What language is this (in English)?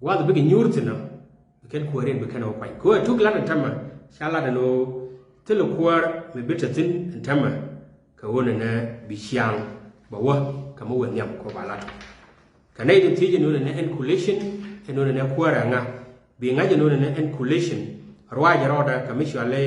Nuer